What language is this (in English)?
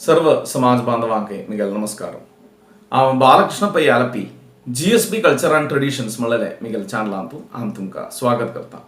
Konkani